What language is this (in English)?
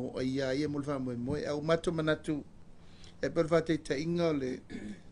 Samoan